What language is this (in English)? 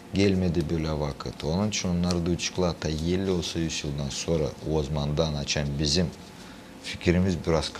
Gagauz